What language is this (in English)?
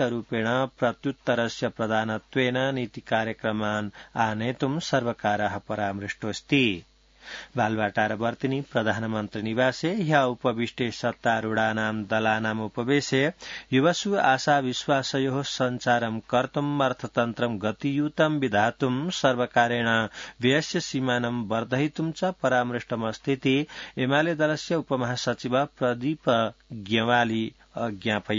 Sanskrit